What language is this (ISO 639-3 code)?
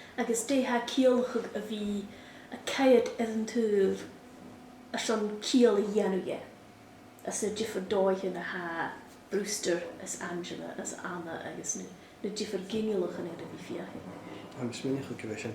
gla